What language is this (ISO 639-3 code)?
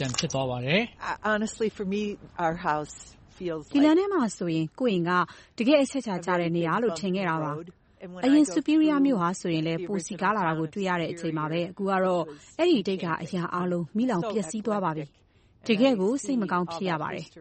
mya